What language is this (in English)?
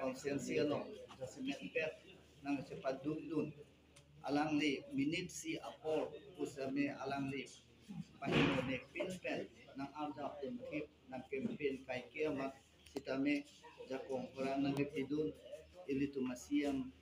Karbi